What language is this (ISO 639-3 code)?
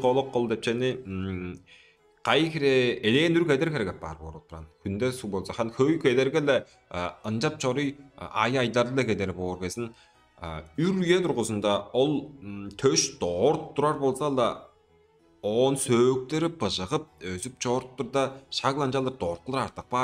tyv